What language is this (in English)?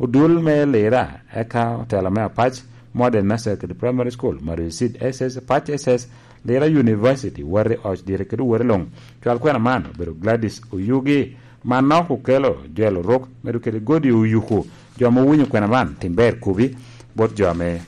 Lango (Uganda)